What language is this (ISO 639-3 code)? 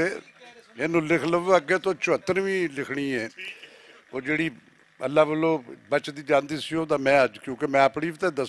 lah